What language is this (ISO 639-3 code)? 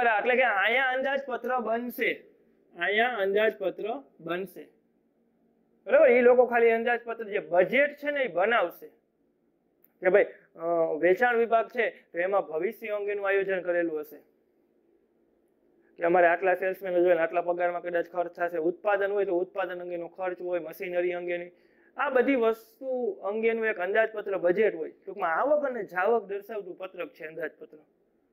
guj